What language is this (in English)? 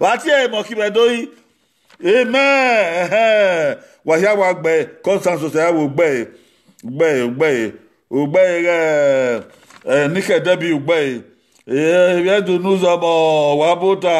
Bini